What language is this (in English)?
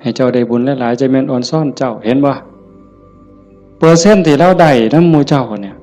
Northeastern Thai